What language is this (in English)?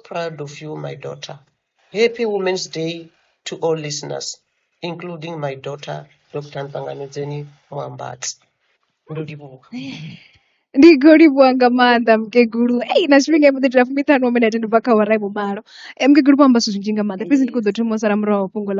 Venda